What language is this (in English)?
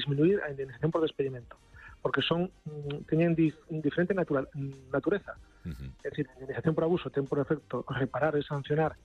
Galician